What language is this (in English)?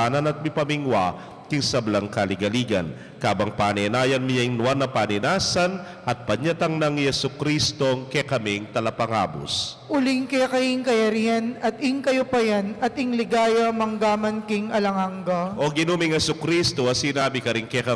Pampanga